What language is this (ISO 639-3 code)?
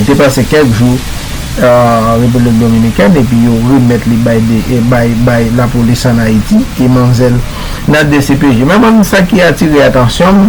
hat